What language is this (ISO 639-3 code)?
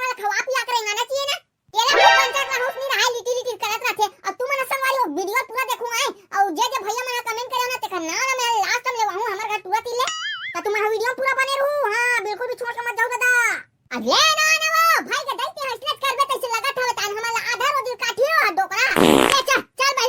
hne